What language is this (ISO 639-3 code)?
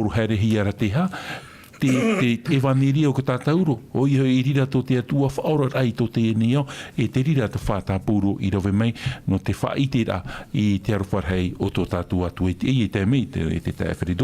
tah